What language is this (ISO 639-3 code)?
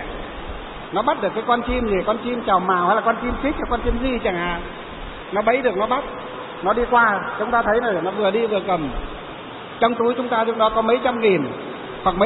vie